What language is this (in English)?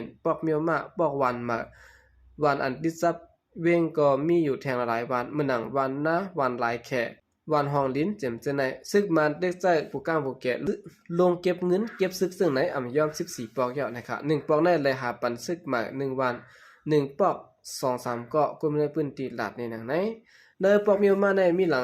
Shan